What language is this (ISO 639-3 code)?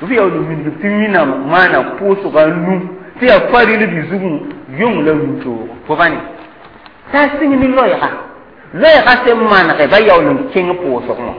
mos